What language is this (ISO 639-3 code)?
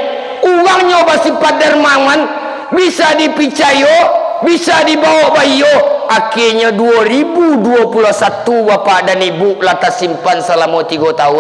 min